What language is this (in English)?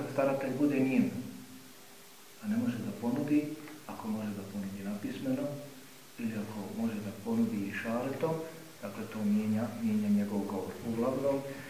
Bosnian